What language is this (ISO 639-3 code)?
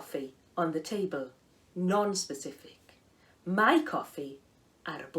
cym